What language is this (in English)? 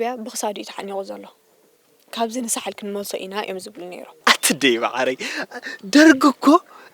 Tigrinya